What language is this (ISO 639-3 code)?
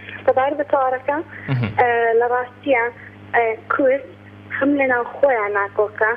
ckb